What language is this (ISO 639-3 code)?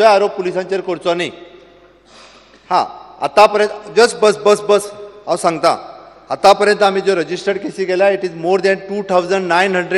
kok